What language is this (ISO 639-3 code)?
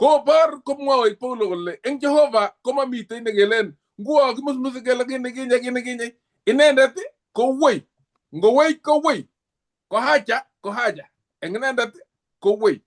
kln